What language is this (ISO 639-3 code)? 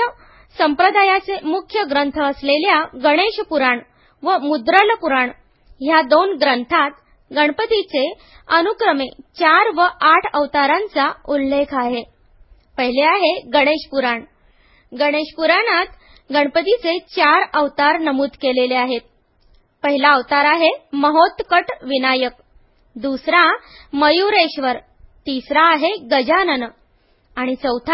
mar